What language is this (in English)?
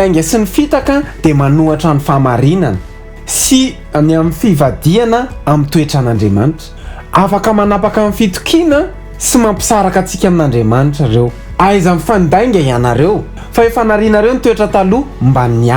Malagasy